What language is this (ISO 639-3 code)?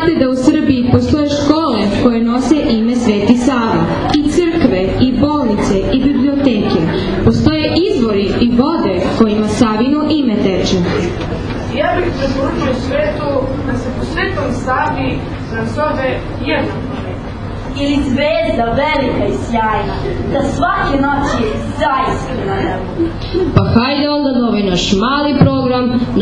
srp